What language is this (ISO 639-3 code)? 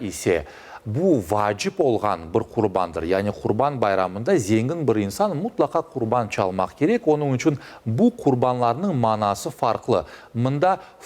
crh